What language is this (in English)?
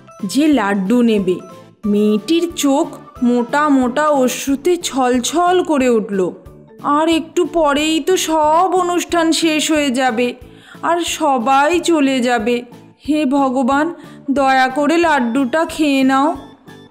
Bangla